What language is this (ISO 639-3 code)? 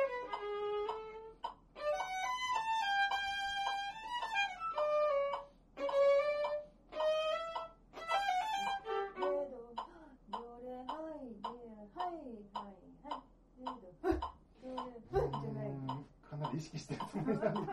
jpn